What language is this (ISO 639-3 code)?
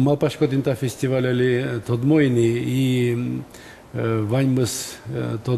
udm